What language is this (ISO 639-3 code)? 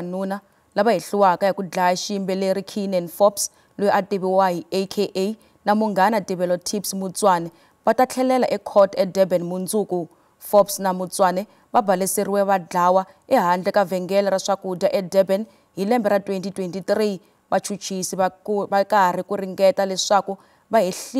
tso